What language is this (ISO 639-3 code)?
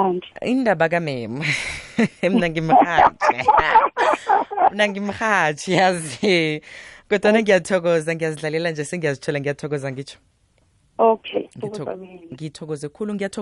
nbl